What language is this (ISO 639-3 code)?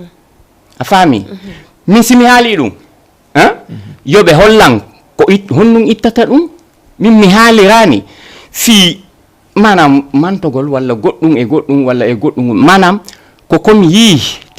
ful